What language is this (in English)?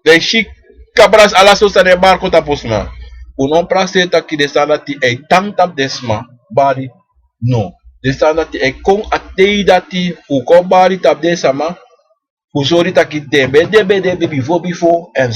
Sranan Tongo